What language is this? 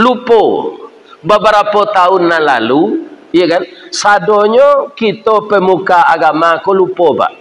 Minangkabau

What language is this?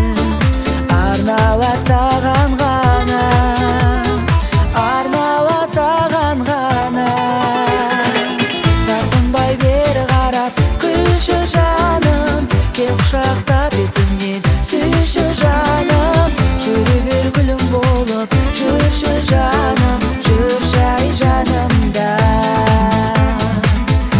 Kazakh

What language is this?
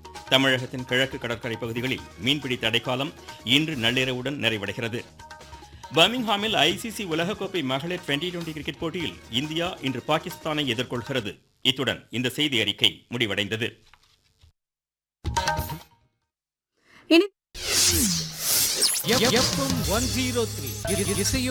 Tamil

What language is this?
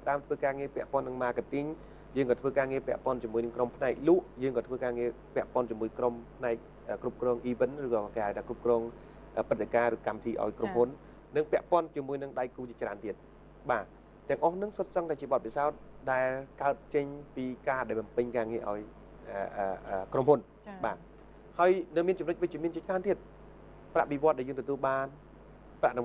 Khmer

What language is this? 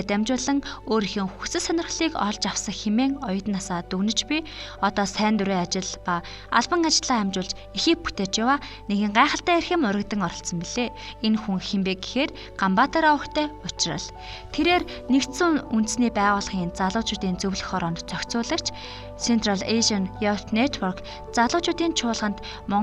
Mongolian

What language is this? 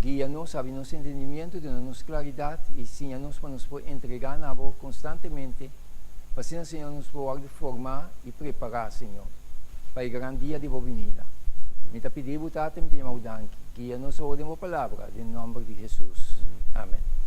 Papiamento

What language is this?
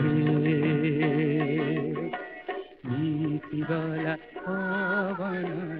Odia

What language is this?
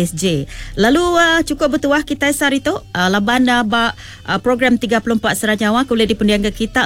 Iban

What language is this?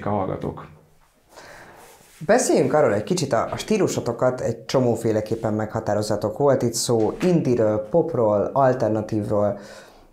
Hungarian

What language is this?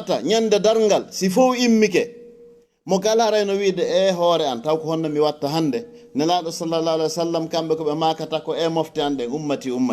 Fula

